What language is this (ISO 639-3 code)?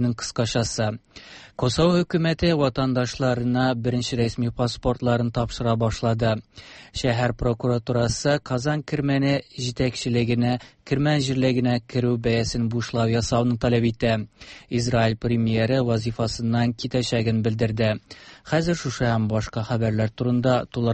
tat